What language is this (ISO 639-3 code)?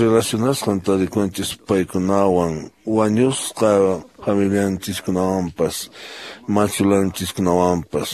que